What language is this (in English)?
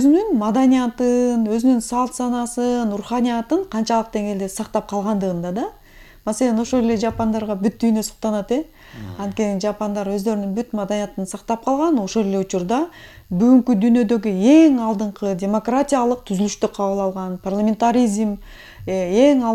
Kyrgyz